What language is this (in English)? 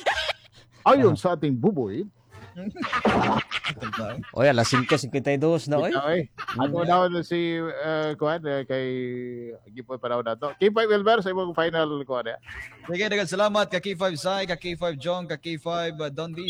Cebuano